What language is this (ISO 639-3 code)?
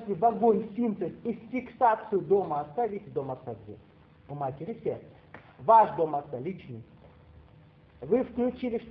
rus